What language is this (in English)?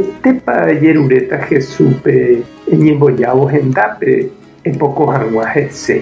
Guarani